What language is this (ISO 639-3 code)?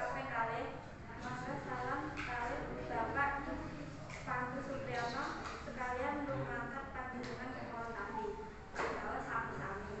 jav